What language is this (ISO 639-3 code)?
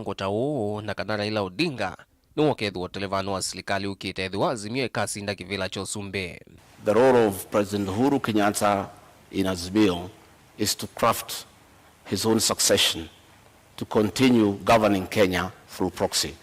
kam